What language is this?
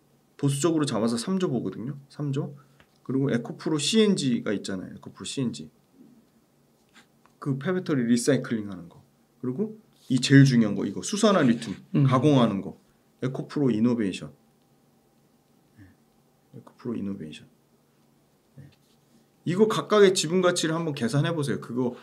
Korean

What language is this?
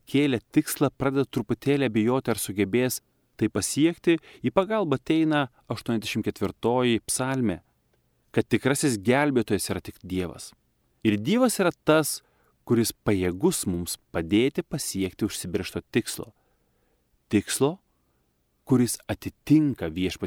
Lithuanian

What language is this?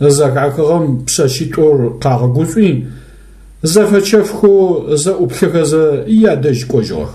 Adyghe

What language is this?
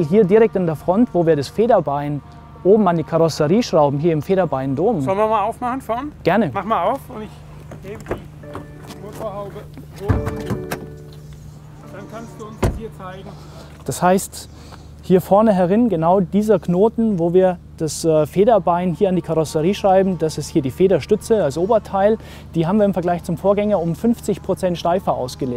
German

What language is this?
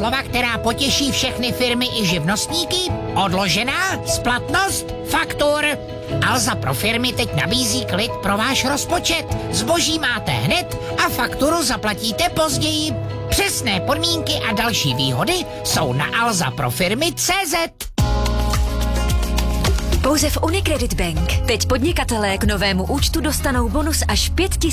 Czech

